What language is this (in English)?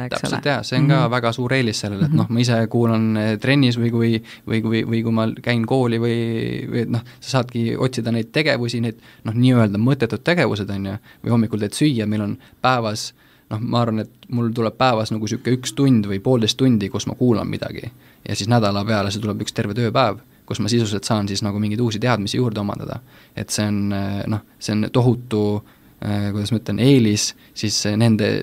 Estonian